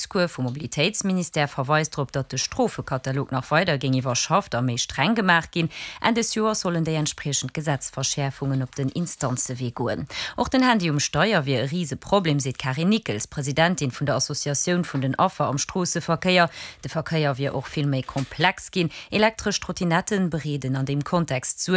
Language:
Luxembourgish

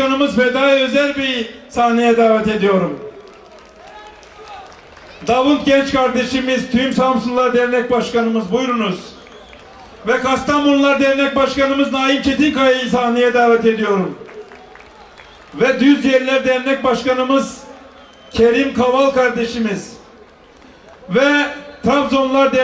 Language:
Turkish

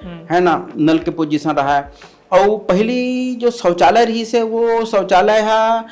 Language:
Chhattisgarhi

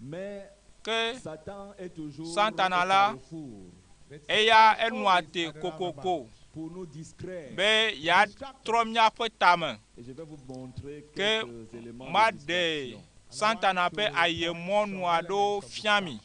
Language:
Ewe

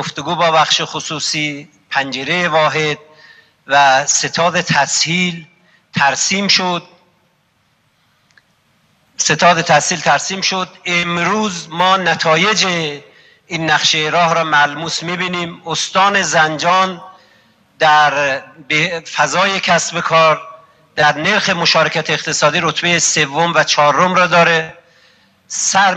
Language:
Persian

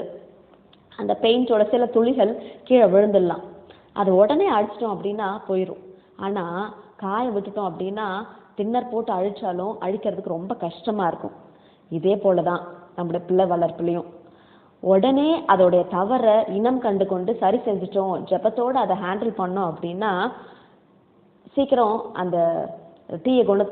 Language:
Tamil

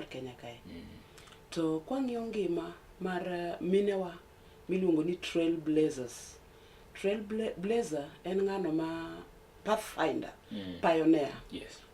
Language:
Luo (Kenya and Tanzania)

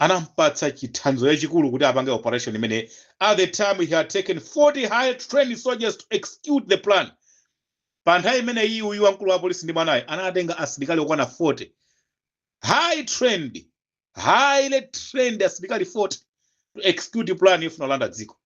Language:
Nyanja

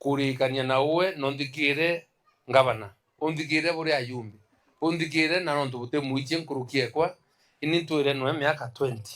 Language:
Meru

